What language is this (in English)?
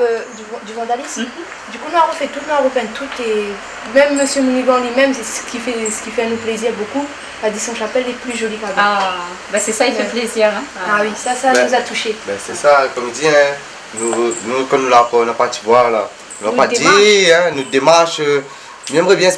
Réunion Creole French